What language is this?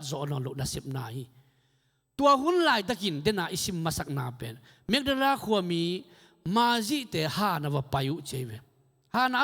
Tedim Chin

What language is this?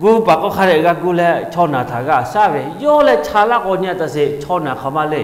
Lahu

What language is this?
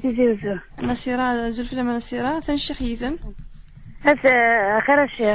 Kabyle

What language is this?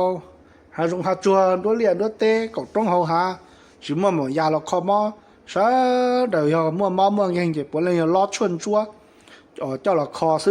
Hmong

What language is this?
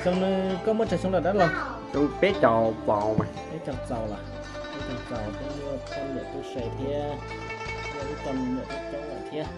Hmong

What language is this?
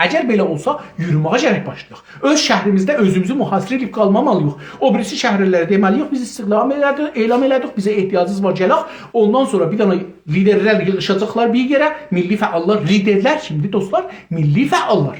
South Azerbaijani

